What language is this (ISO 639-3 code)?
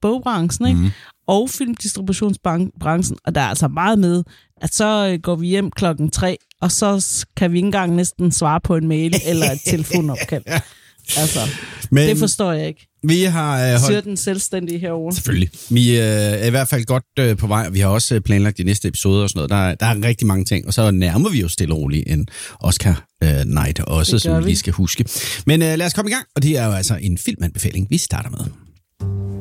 dan